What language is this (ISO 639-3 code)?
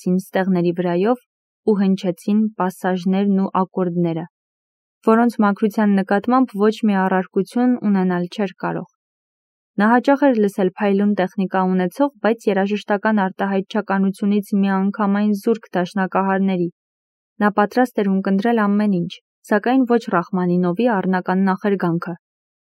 hye